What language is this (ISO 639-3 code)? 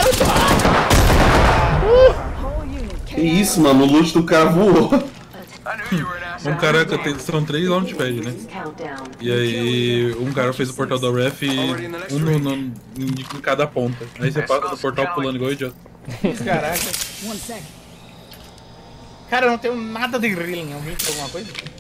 por